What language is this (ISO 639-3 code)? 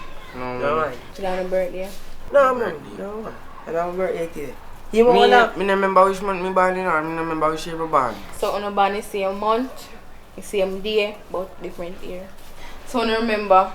jam